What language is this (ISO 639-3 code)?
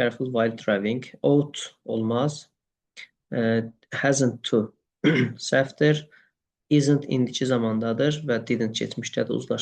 aze